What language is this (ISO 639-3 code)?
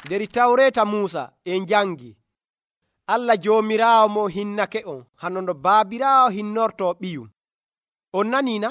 fuv